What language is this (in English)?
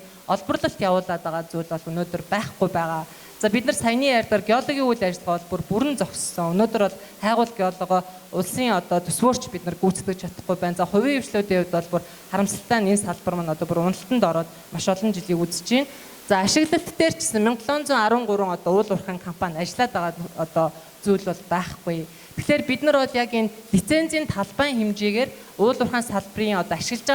Mongolian